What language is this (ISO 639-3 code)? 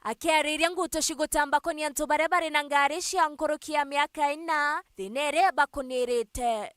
mer